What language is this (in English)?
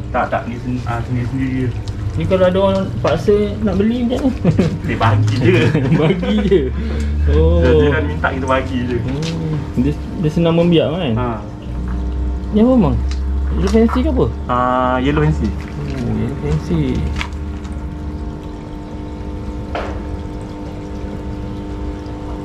Malay